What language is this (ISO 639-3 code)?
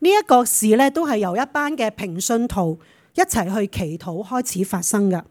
yue